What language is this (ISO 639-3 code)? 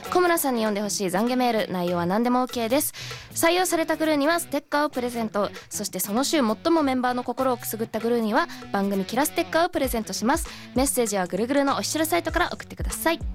jpn